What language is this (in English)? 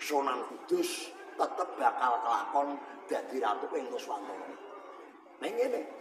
Javanese